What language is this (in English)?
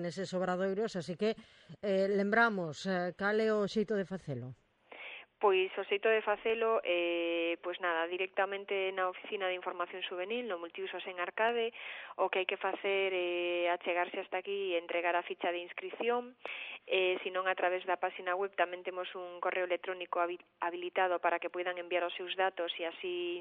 Galician